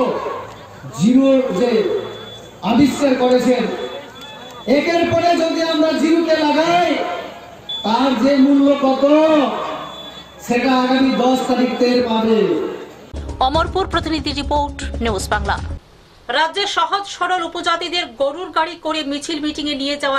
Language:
Bangla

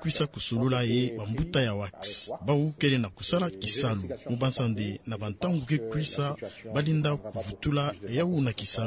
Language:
Kituba (Democratic Republic of Congo)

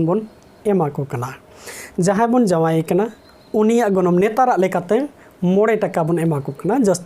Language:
Santali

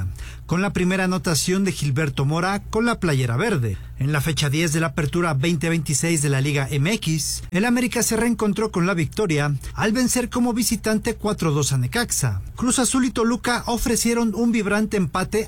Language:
Spanish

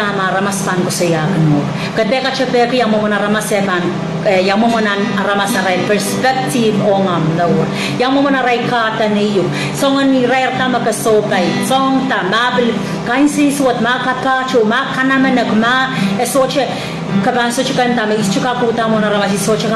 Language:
Pohnpeian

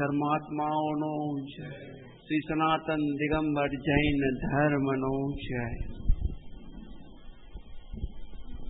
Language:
Gujarati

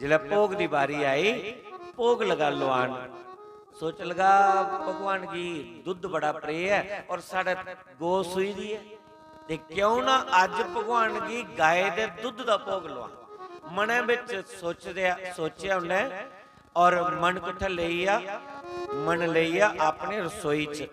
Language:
Dogri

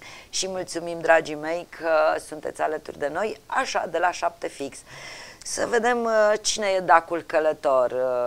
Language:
Romanian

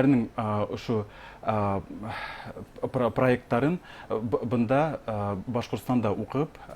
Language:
Bashkir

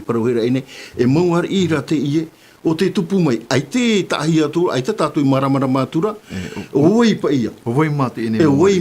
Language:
Tahitian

